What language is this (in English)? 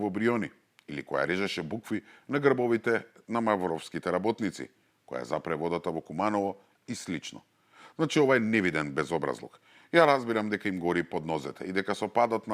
Macedonian